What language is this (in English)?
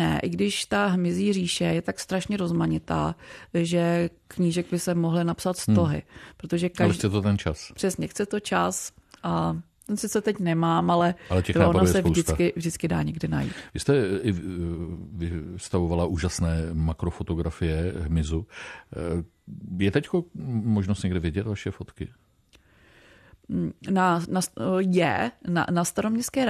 Czech